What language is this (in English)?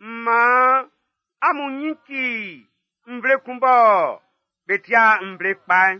Baoulé